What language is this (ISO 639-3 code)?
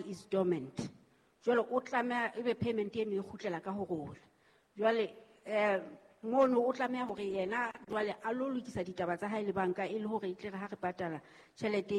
sot